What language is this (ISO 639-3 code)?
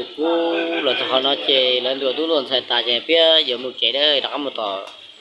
hmn